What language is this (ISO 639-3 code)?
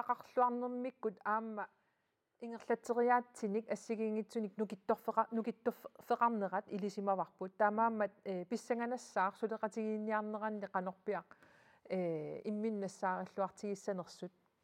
kal